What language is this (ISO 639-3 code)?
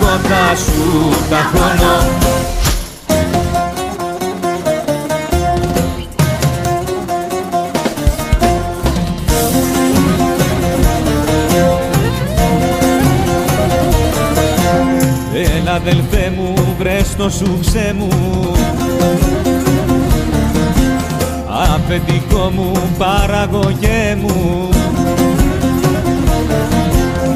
ell